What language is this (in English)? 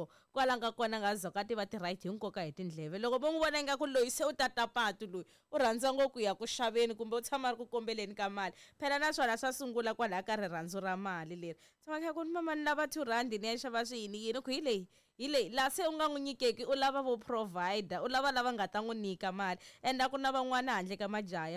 Tsonga